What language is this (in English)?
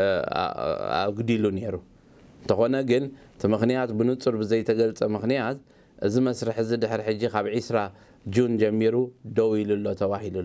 Tigrinya